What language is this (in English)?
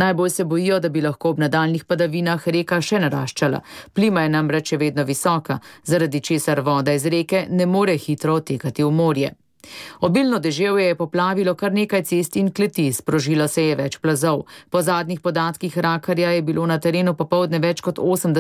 Slovenian